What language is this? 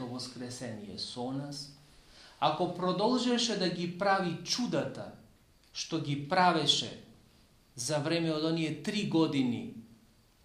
Macedonian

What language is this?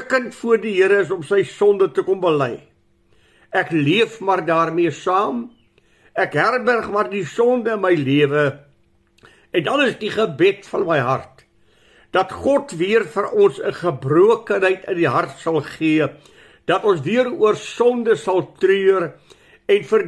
Afrikaans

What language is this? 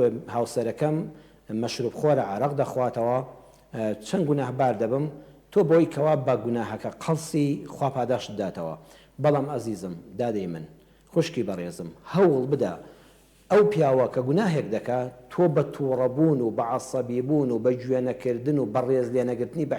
Central Kurdish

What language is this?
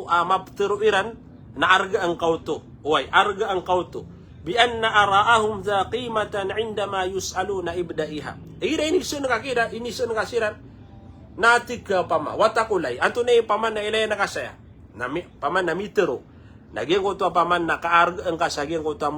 Maranao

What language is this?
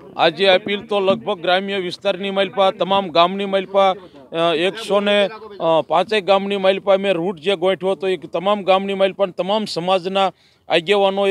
Gujarati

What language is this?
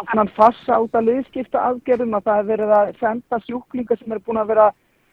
Icelandic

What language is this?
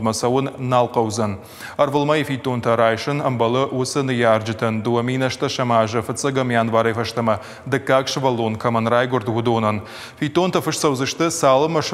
Ossetic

